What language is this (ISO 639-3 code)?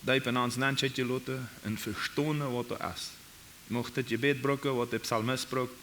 pdt